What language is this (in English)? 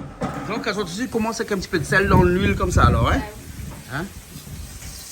Réunion Creole French